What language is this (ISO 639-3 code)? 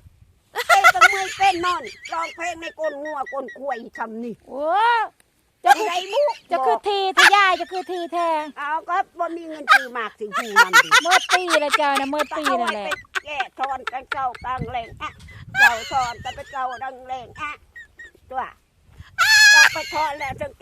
lao